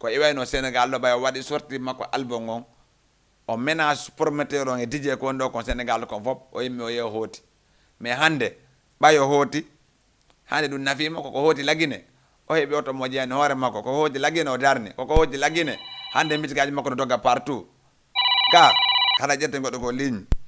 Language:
Fula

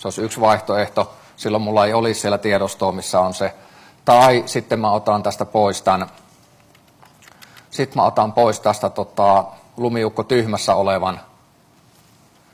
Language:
Finnish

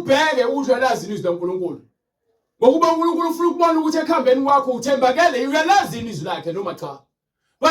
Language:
Zulu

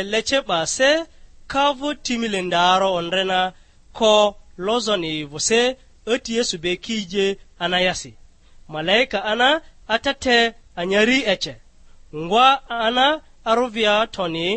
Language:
Lugbara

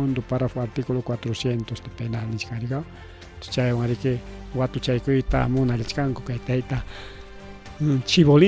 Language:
Ayacucho Quechua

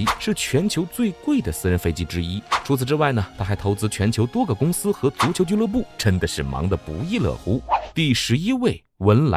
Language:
Chinese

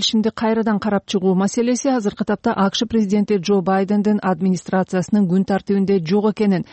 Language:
Kyrgyz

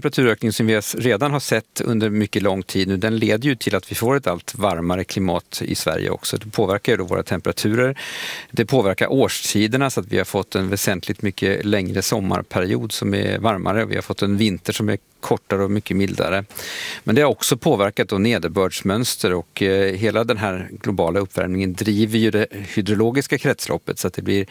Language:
Swedish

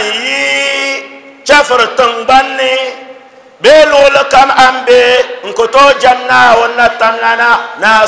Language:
Dagbani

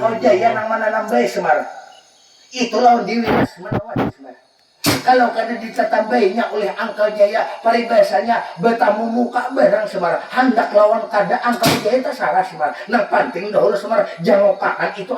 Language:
Banjar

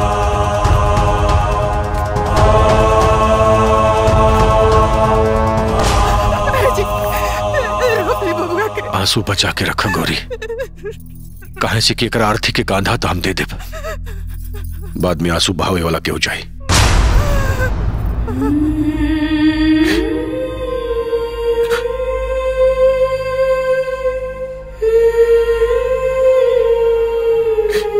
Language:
Bhojpuri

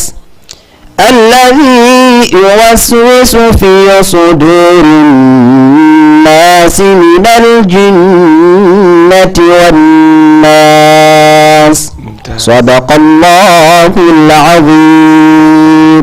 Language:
Fula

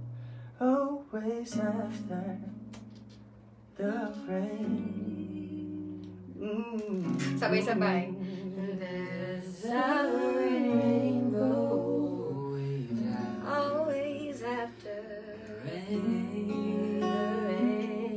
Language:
Filipino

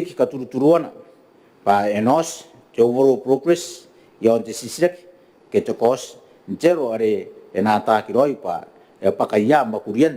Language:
Gilbertese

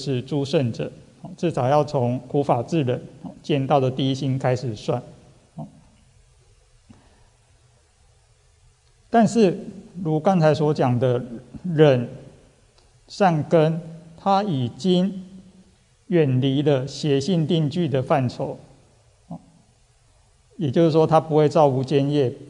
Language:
Chinese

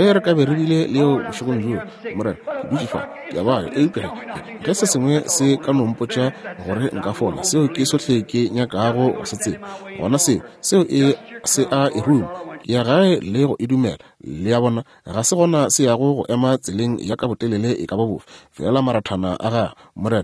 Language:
Northern Sotho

